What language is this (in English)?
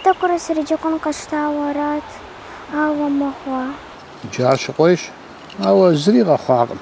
Kabardian